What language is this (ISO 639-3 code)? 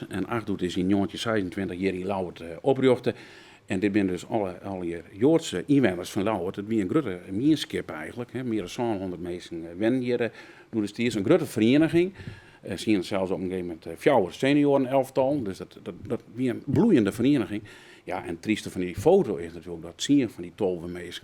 fry